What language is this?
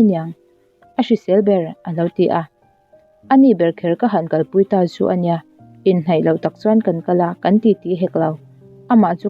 Mizo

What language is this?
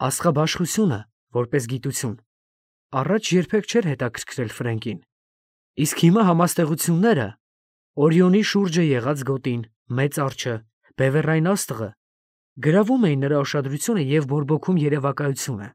Armenian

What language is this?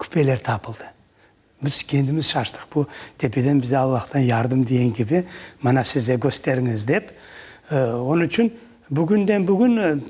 Crimean Tatar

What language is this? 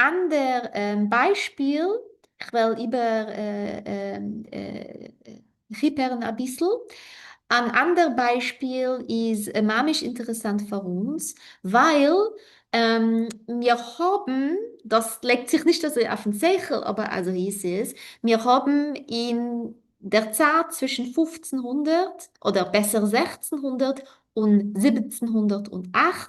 Yiddish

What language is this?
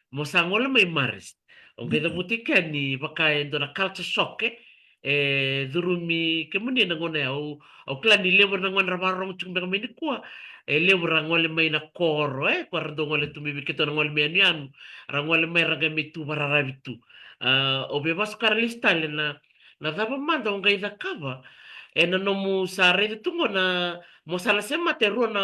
Fijian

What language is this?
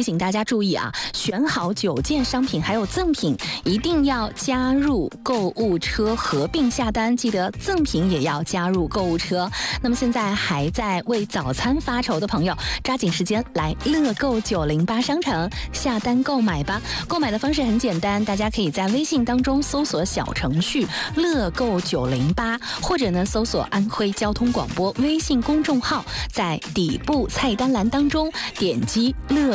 Chinese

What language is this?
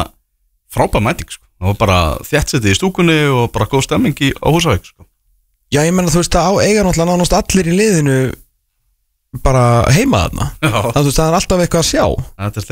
Icelandic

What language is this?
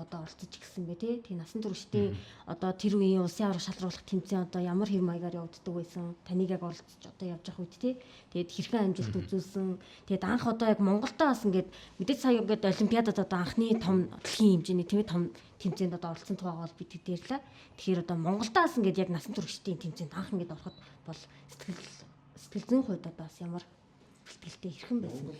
Mongolian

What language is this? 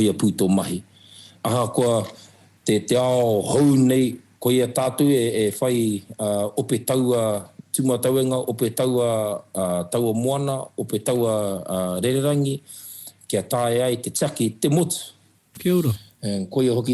Māori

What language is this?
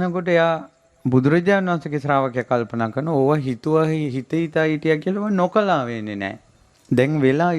Sinhala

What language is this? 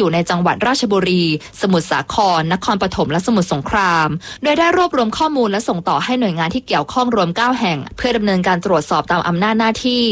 Thai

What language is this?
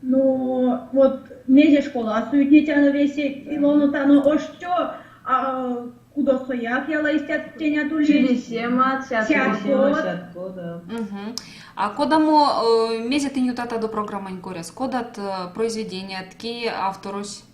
Erzya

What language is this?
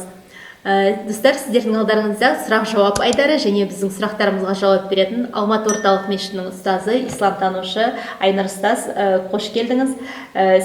Kazakh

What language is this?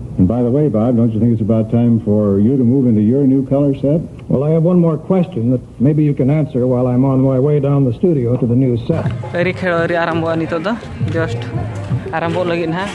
Santali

